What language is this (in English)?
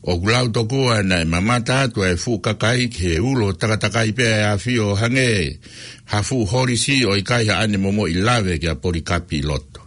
Tongan